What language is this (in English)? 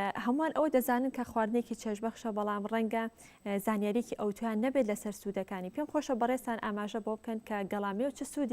Central Kurdish